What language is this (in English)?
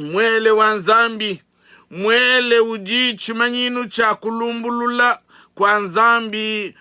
Luba-Lulua